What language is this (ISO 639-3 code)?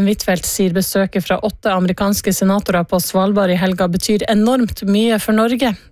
nor